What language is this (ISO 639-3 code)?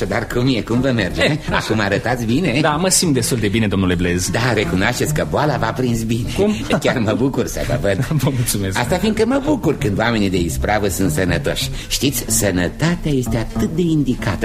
ron